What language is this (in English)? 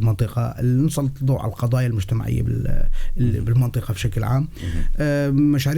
North Levantine Arabic